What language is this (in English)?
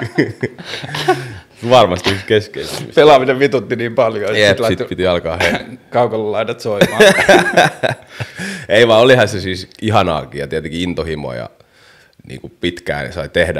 Finnish